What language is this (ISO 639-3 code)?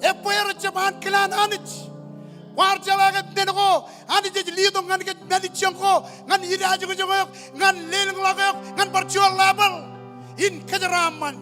mah